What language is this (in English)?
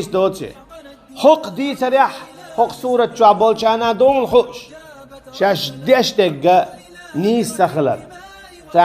Chechen